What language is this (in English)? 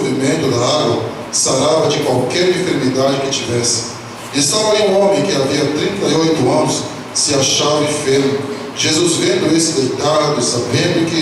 Portuguese